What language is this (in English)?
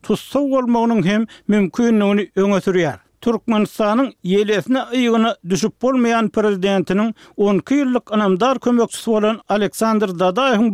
Turkmen